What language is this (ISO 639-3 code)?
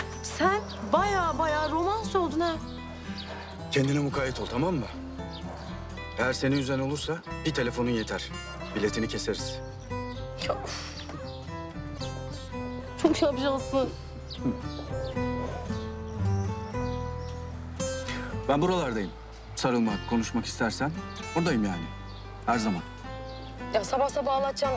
tur